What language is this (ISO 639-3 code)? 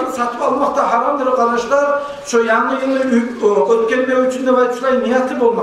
kum